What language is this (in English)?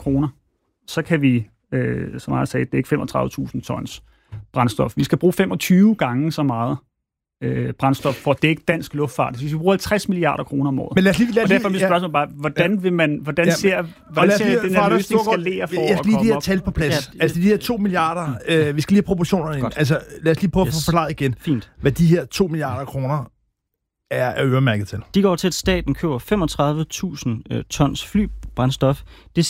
Danish